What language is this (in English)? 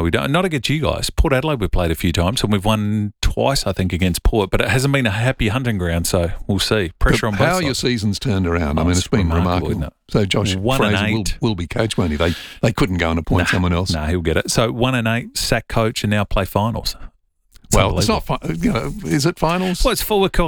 English